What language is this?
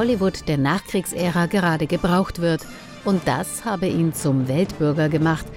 German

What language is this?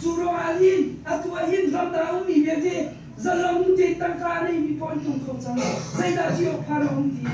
Hakha Chin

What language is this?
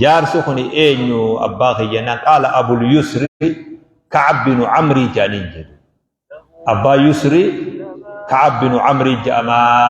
Oromo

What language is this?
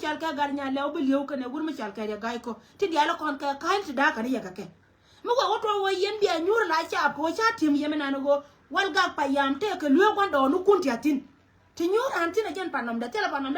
Nuer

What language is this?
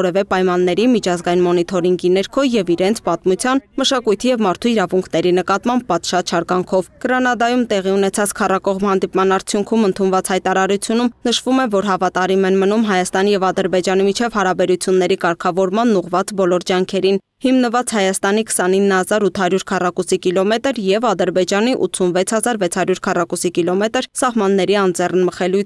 Armenian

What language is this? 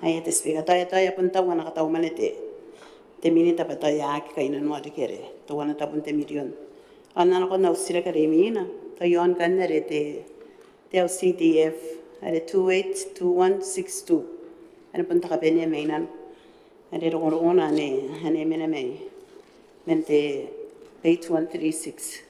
Gilbertese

